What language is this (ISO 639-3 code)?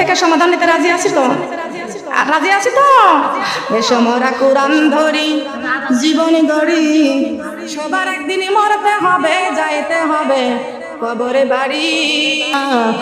ben